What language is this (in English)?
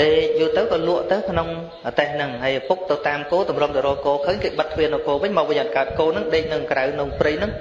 Khmer